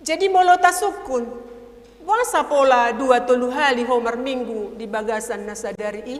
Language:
Batak Toba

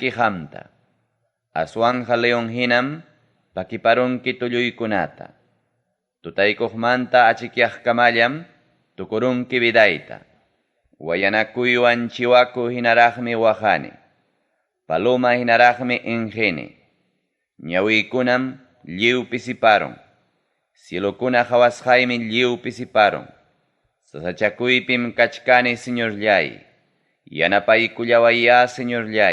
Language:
Ayacucho Quechua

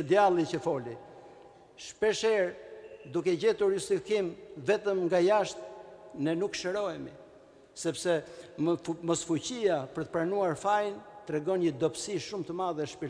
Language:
Albanian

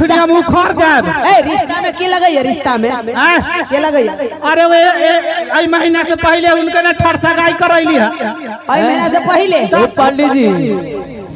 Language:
Maithili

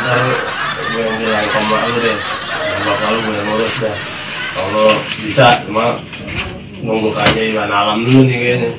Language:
Betawi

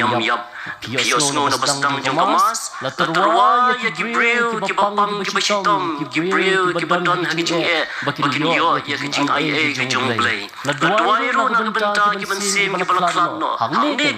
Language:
Khasi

